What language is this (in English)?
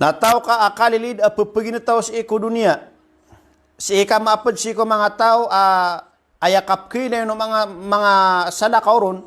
Maranao